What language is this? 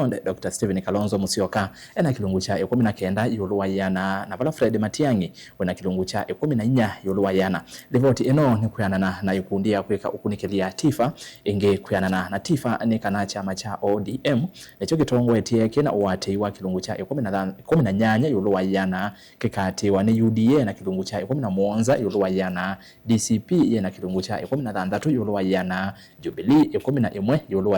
Kamba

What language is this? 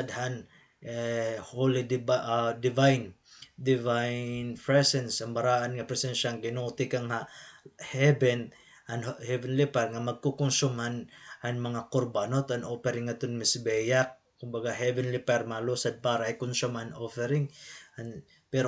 Waray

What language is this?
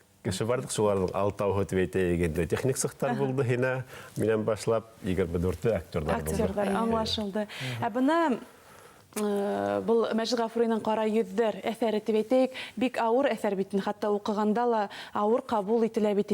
Bashkir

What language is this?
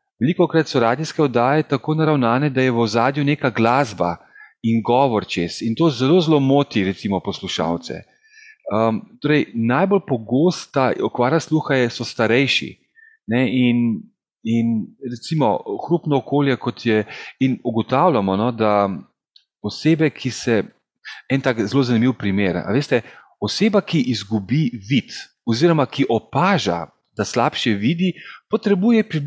Slovenian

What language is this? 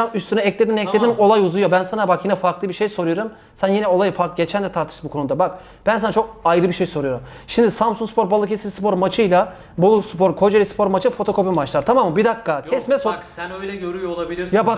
Turkish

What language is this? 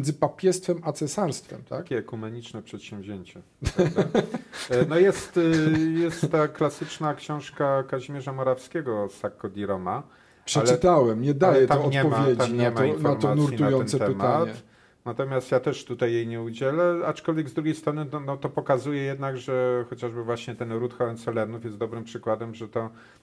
Polish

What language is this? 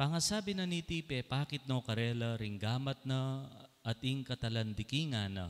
Pampanga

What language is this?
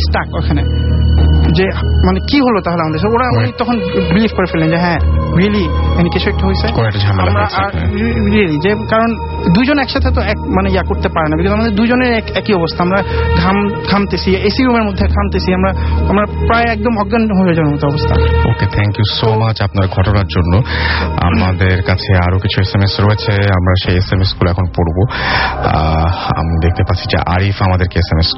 Bangla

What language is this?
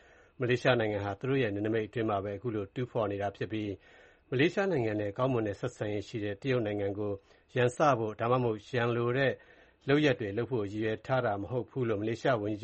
Burmese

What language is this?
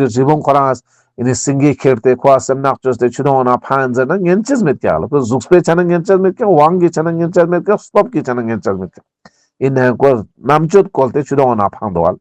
Ladakhi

